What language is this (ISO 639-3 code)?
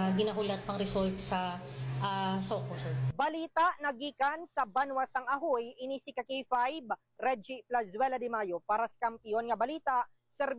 hil